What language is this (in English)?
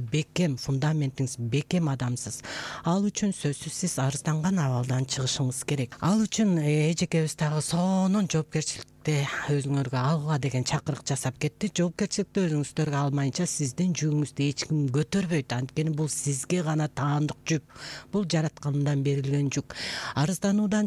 Kyrgyz